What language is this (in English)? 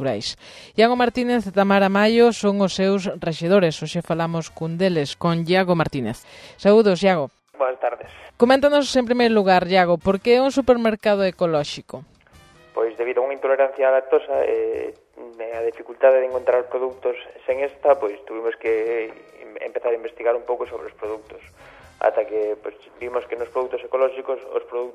Galician